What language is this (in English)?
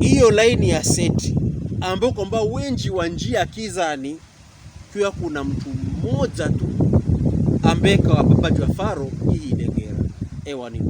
Pokomo